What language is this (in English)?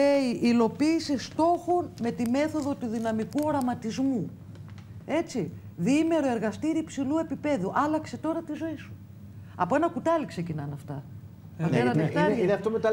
Greek